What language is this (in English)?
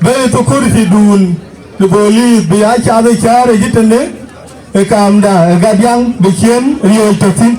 Dinka